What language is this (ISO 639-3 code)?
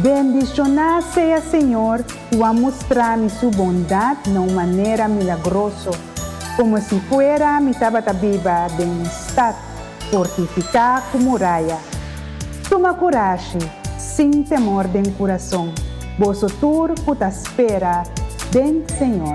pap